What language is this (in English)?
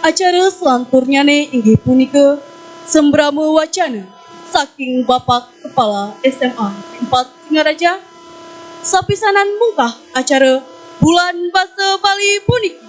Balinese